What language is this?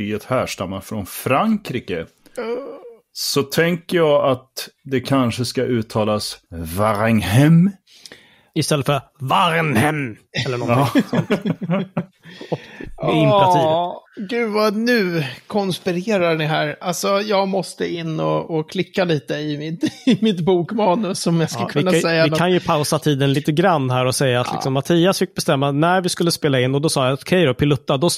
Swedish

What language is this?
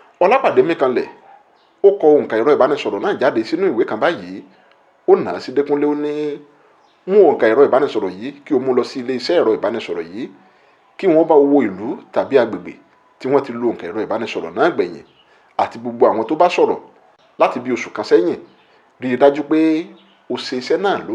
Yoruba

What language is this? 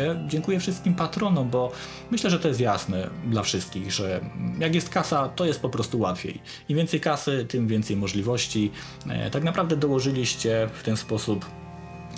Polish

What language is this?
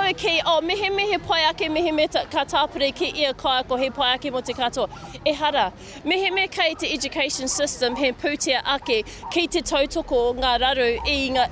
Māori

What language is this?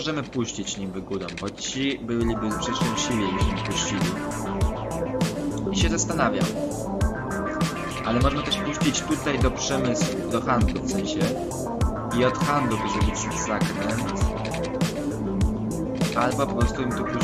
Polish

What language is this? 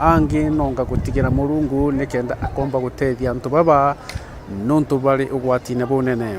Meru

